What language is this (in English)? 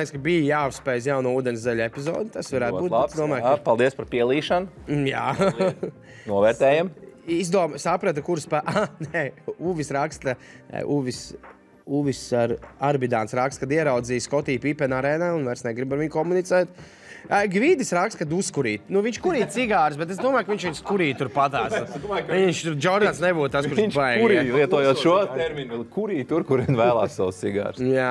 Latvian